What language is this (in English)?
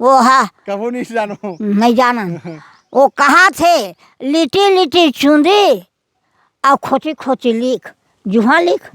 Chhattisgarhi